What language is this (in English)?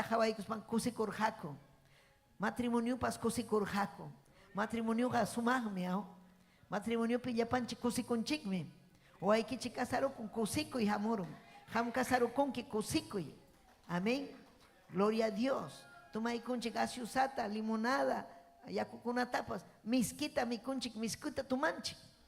Ayacucho Quechua